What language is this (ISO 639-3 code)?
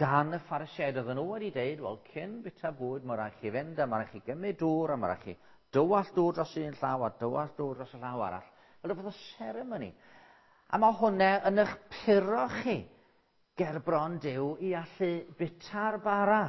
cym